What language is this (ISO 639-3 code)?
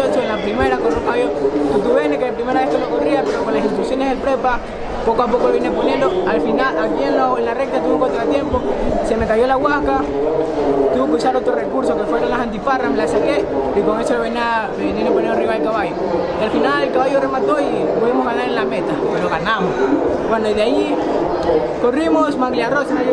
spa